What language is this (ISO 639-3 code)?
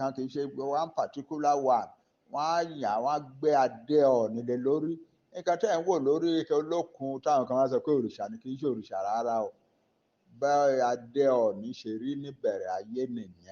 yor